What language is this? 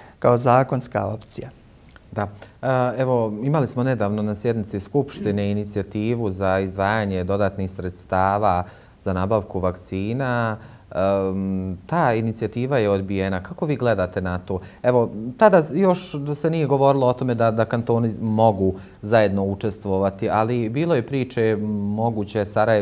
Bosnian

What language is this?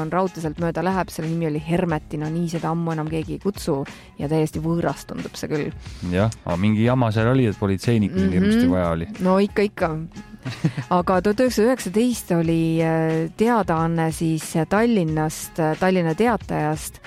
Estonian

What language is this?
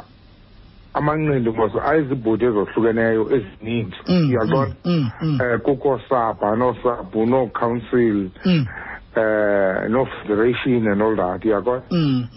Xhosa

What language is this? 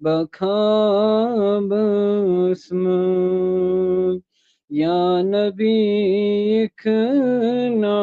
Kashmiri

